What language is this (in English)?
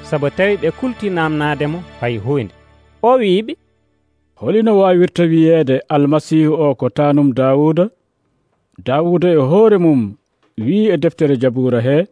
Nigerian Fulfulde